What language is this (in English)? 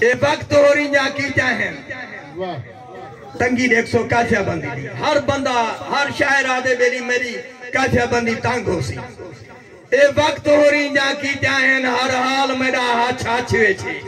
Saraiki